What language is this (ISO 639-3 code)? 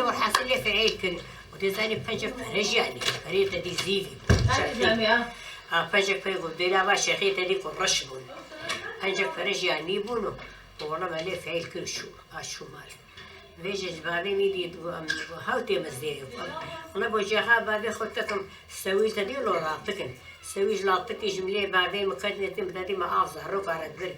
kur